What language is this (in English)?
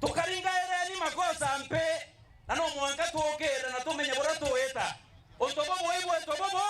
Meru